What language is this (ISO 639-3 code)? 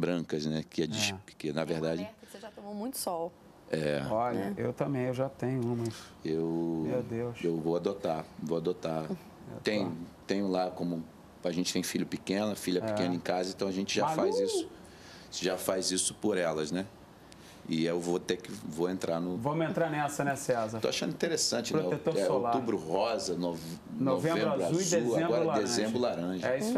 por